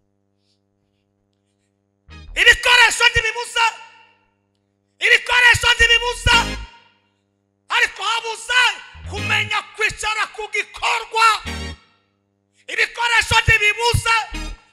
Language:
Kinyarwanda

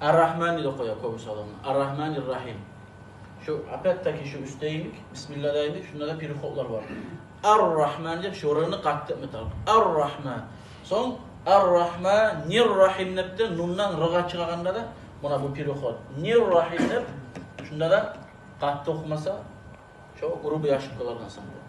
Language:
Kumyk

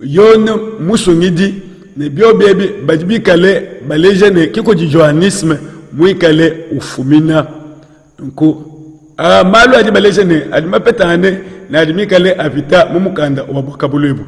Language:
Luba-Lulua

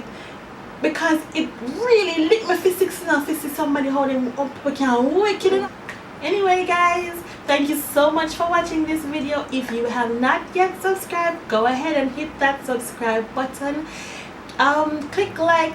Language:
Jamaican Creole English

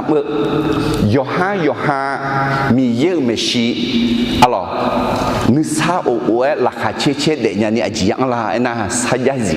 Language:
Akha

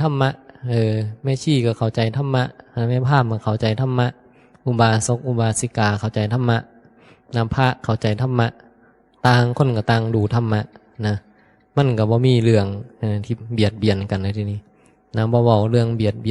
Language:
Northeastern Thai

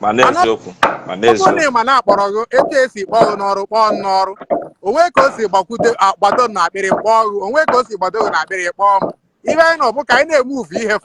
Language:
Igbo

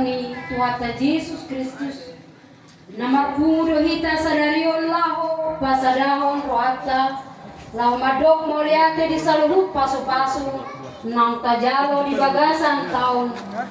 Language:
Batak Toba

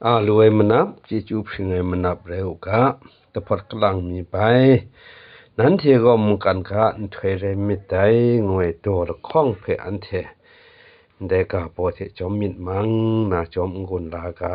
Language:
Kachin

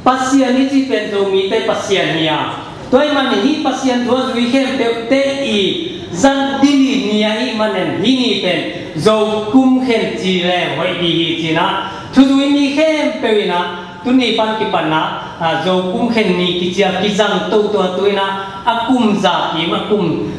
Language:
Tedim Chin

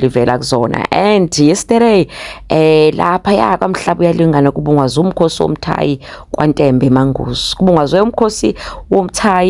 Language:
Zulu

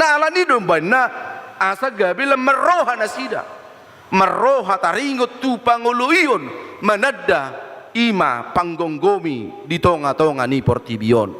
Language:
Batak Toba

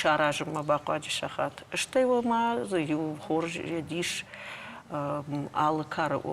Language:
Ossetic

